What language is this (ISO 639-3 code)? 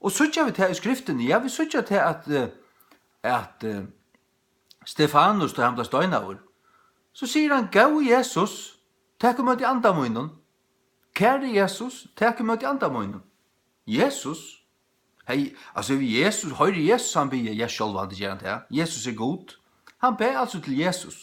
fao